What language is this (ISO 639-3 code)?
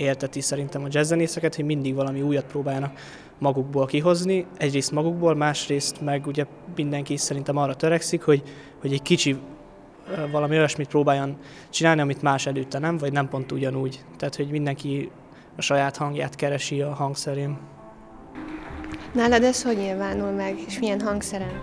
hun